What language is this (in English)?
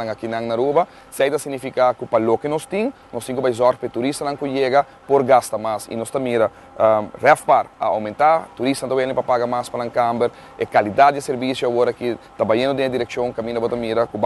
Papiamento